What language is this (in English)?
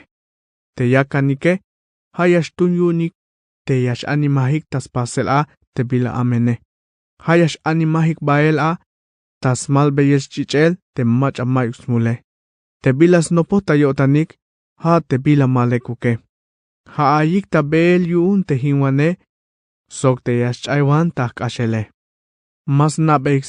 Tzeltal